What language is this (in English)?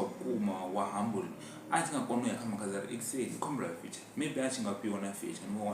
Venda